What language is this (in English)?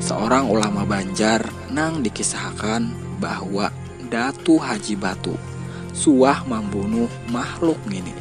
Banjar